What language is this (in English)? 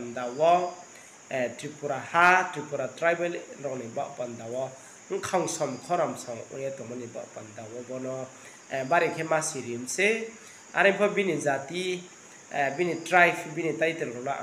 Riang (India)